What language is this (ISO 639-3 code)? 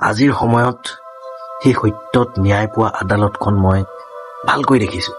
asm